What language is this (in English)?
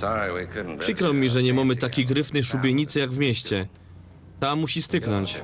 Silesian